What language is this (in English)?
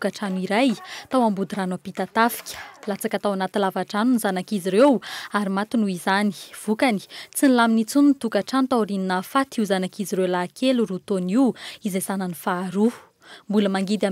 Malagasy